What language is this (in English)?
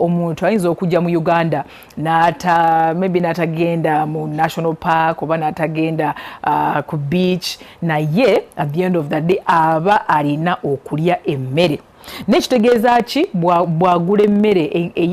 Ganda